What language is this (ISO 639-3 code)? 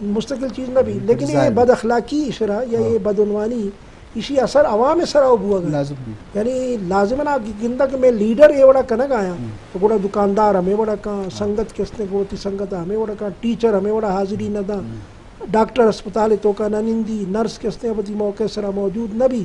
bgp